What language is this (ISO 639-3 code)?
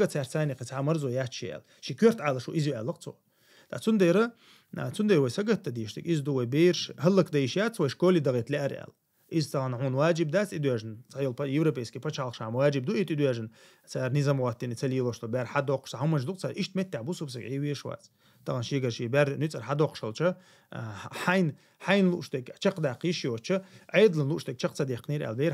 che